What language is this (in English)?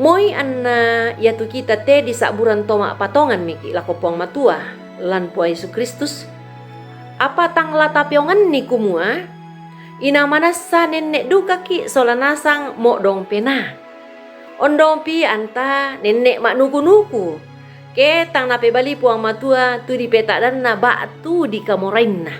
Toraja-Sa'dan